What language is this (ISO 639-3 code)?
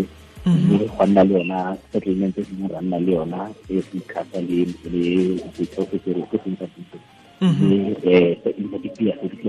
tsn